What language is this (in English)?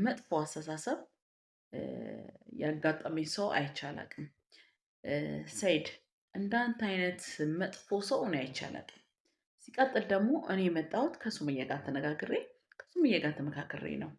Amharic